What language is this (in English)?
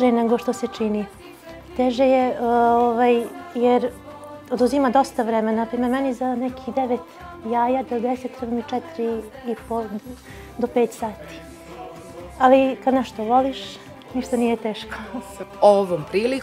Serbian